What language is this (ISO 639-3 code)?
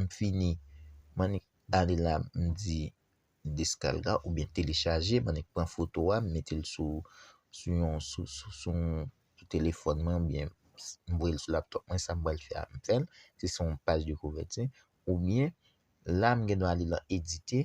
hat